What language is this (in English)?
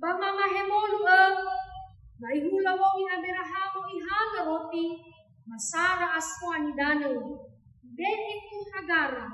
Nias